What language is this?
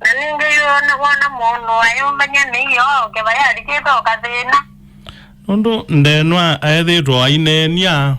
Kamba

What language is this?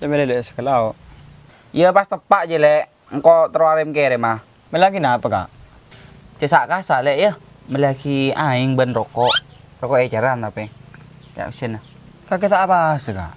Madurese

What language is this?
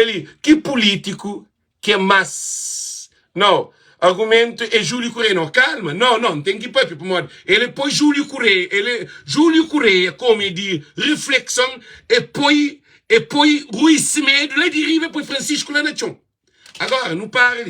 Kabuverdianu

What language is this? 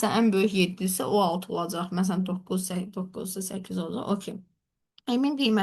Azerbaijani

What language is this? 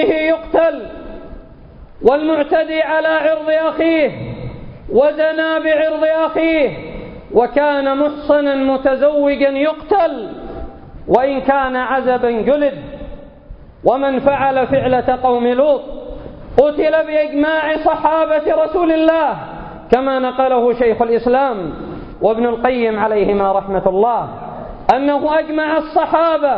Arabic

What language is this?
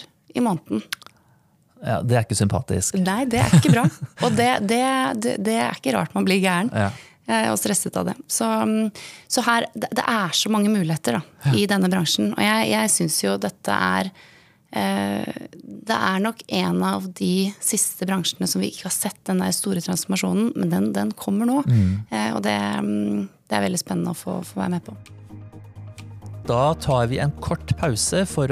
Norwegian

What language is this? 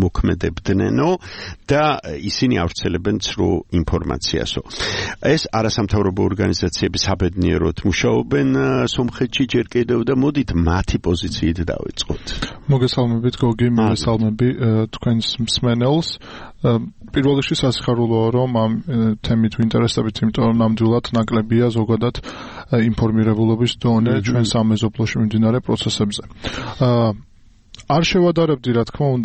Georgian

